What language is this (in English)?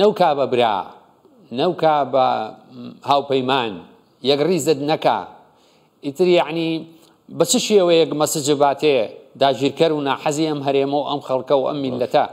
Central Kurdish